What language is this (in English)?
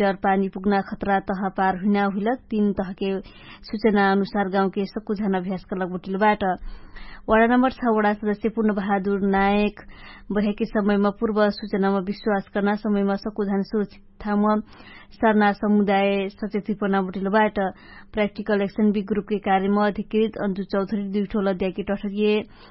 Dangaura Tharu